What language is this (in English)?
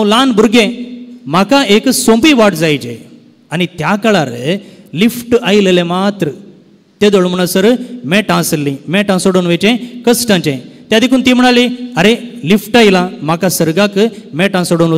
Konkani